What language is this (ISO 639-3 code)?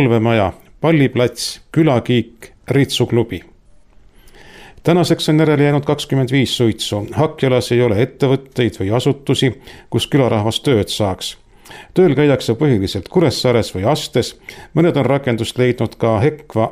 est